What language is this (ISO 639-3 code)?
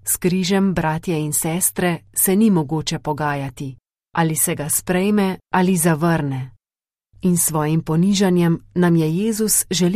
slv